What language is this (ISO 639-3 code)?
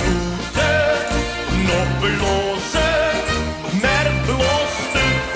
lim